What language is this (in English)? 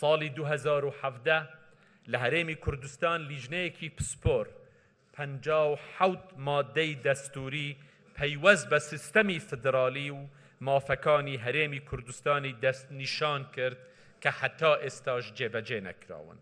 Central Kurdish